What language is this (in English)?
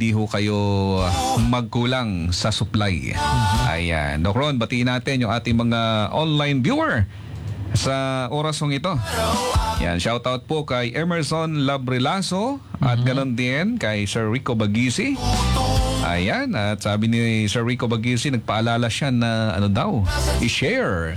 Filipino